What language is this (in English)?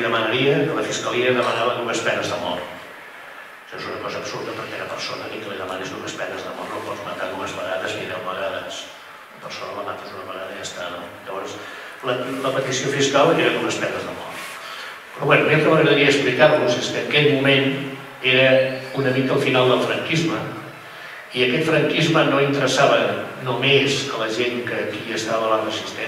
Catalan